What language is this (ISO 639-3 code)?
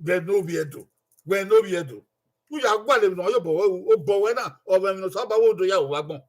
bin